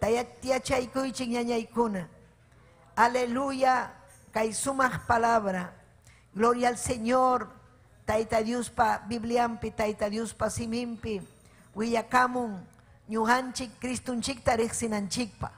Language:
Ayacucho Quechua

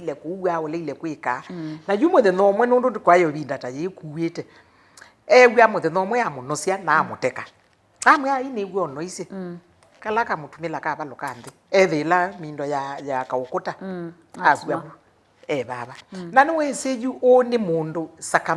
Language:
Kamba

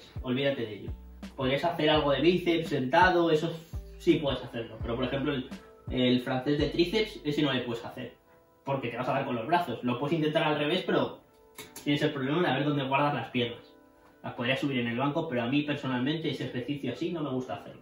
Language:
Spanish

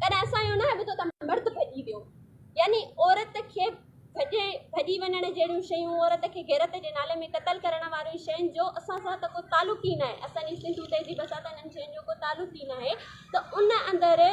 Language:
Sindhi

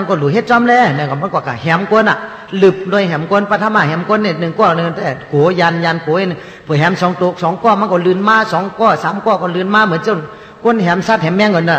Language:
Shan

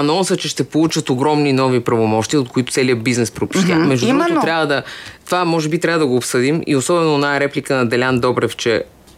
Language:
Bulgarian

